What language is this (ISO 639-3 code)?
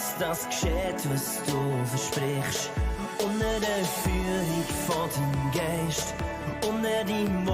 gsw